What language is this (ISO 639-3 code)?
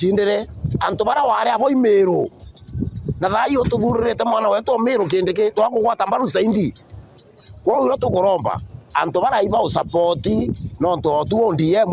mer